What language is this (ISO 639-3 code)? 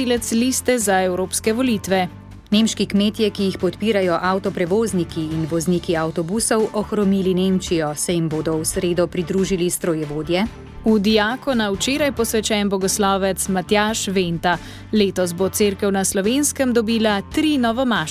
slv